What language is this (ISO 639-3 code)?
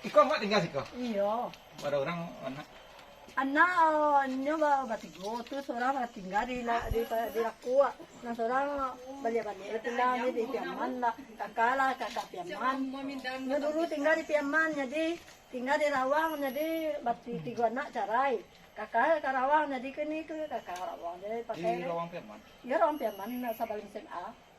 min